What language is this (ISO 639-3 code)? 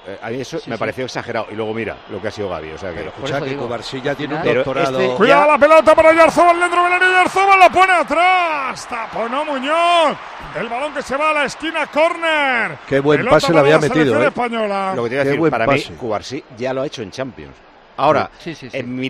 spa